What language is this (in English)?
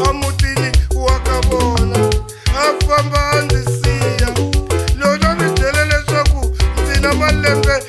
Tsonga